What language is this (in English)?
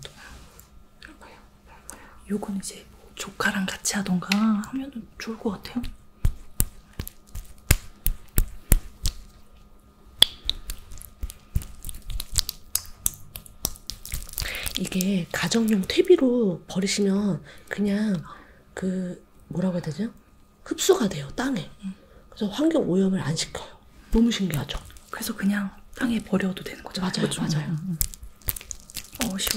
Korean